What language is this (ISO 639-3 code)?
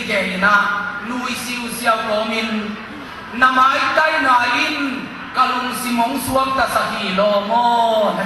ctd